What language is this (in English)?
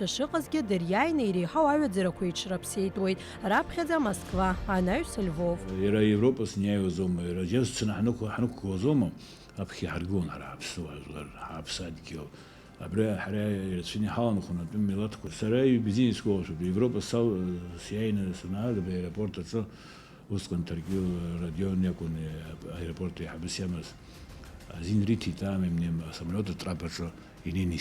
Abkhazian